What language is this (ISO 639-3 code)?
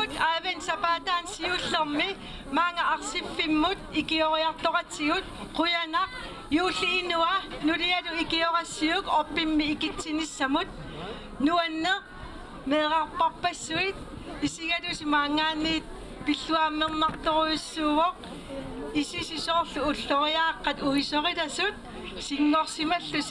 kal